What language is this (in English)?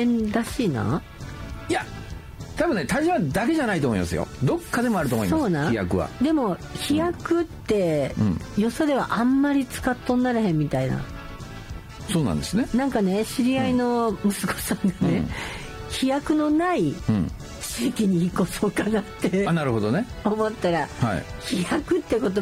Japanese